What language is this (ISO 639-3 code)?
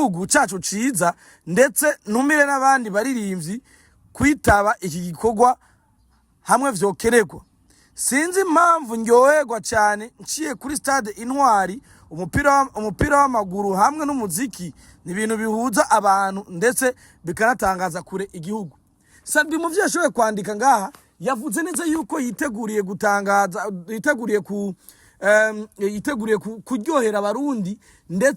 run